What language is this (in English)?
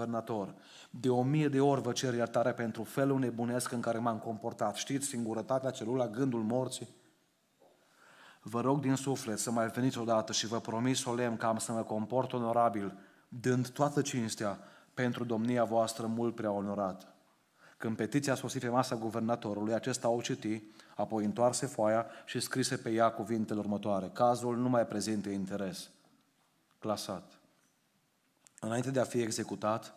Romanian